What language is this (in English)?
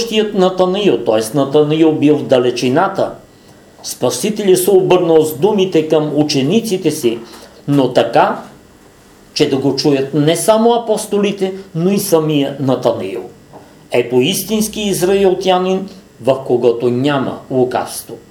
Bulgarian